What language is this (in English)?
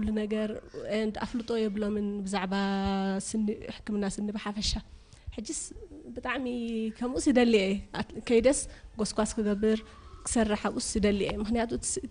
Tigrinya